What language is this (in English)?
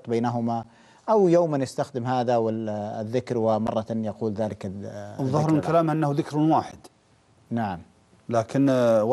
Arabic